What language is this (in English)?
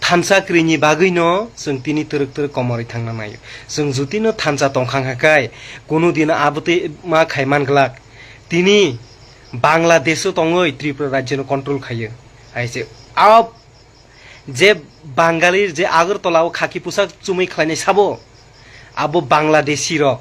Kok Borok